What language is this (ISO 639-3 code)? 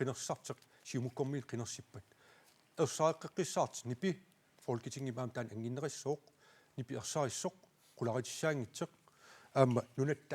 kal